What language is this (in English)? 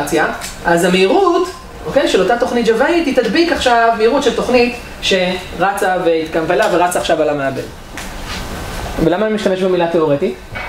Hebrew